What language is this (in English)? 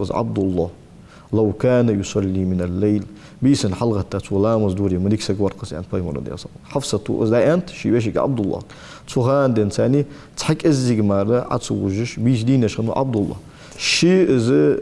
Ingush